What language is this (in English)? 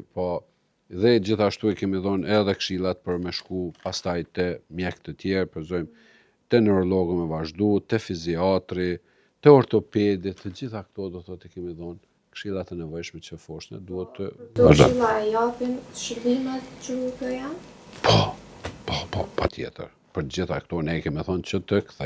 Albanian